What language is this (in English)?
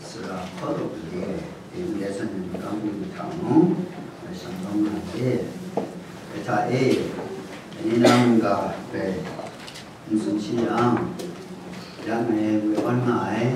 Kachin